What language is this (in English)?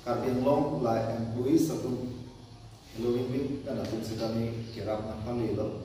Karbi